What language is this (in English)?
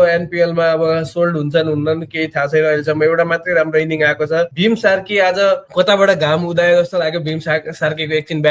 Nepali